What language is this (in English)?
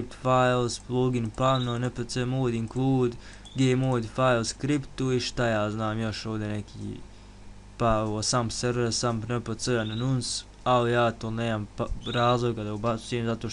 Bosnian